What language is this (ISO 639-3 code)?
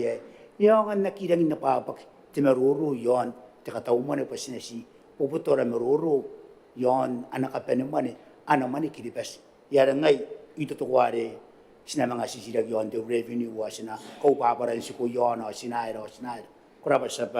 gil